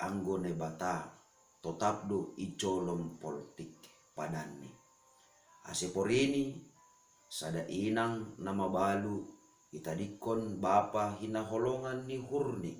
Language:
Batak Simalungun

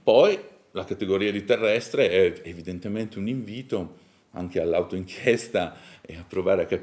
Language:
Italian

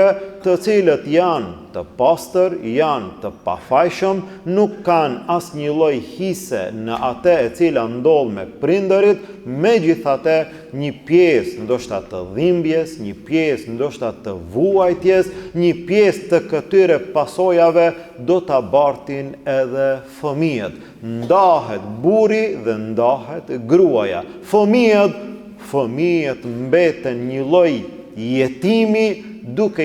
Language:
Albanian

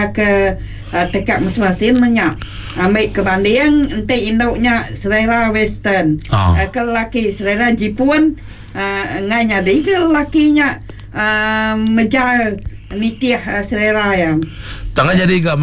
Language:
Iban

